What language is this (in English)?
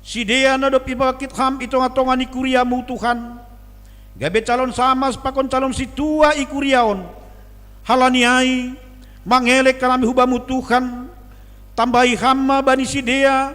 Batak Simalungun